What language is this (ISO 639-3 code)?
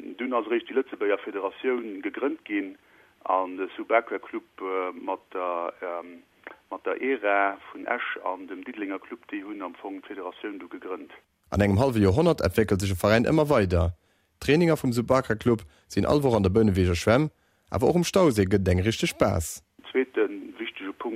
ltz